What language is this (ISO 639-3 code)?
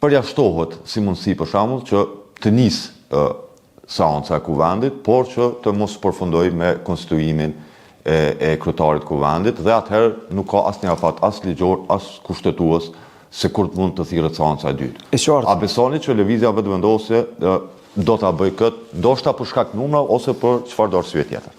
sqi